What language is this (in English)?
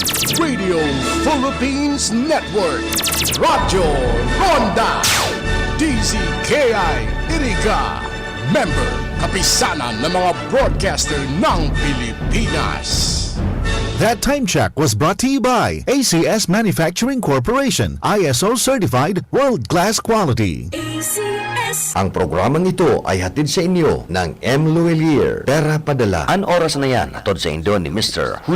Bikol